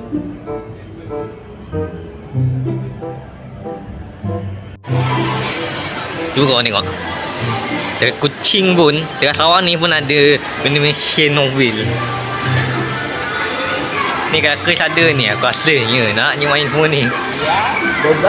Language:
Malay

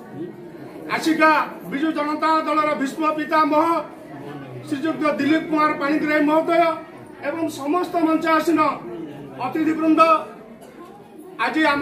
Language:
Odia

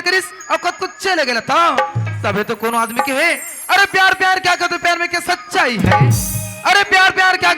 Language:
Chhattisgarhi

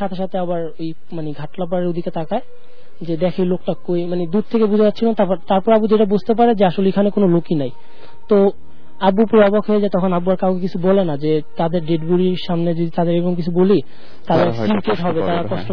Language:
Bangla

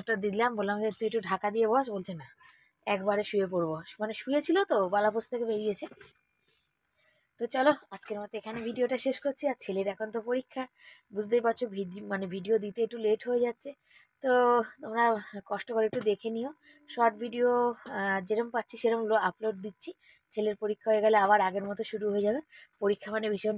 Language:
Bangla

